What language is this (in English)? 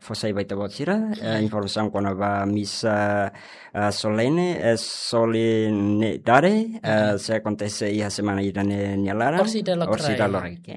Tetum